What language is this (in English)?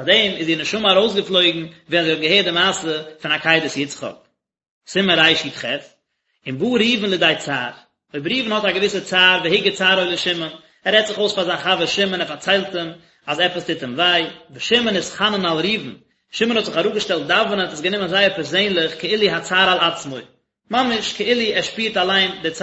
Yiddish